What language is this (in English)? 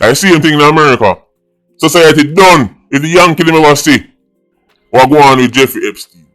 Jamaican Creole English